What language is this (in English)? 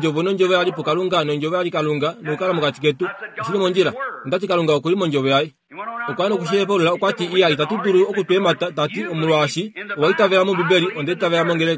Kuanyama